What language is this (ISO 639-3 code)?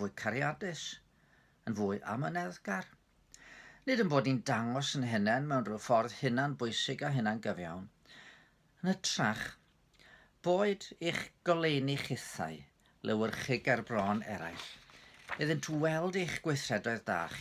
cym